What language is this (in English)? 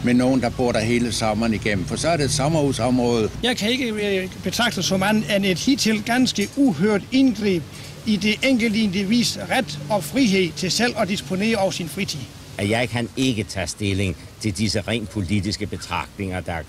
Danish